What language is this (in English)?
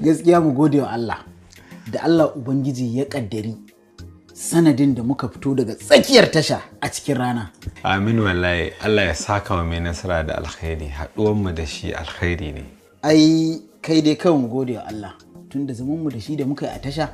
Hausa